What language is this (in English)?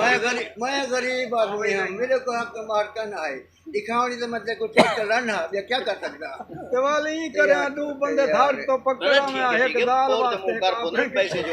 Saraiki